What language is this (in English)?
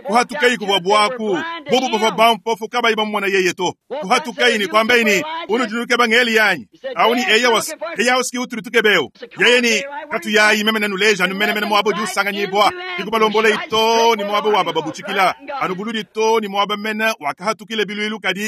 Luba-Lulua